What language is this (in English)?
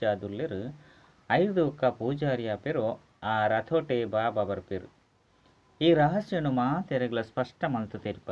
Tulu